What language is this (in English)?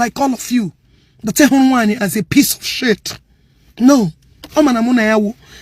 Igbo